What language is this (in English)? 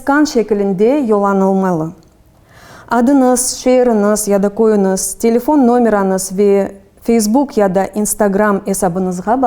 Crimean Tatar